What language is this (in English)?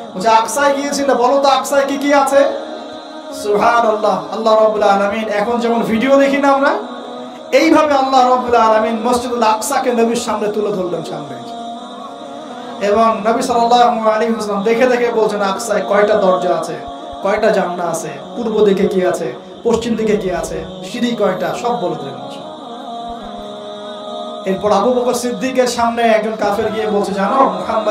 Bangla